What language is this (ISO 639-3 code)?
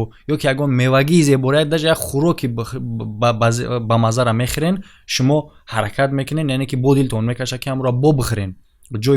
tgk